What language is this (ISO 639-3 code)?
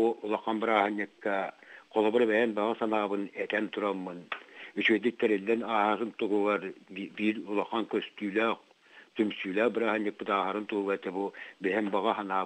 sah